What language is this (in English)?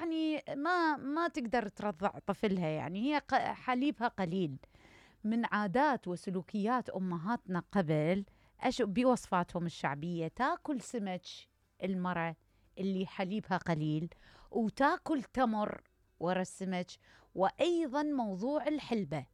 Mesopotamian Arabic